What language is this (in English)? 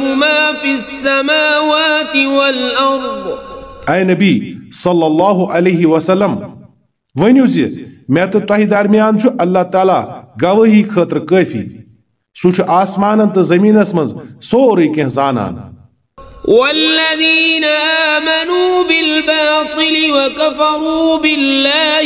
Kashmiri